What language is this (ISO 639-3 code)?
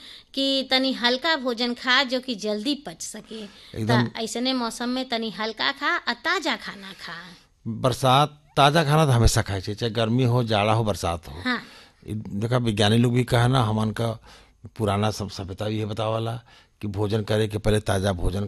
bho